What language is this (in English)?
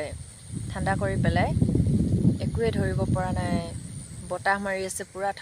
Assamese